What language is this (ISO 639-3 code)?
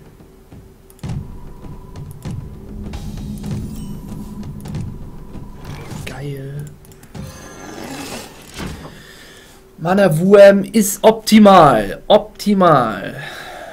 deu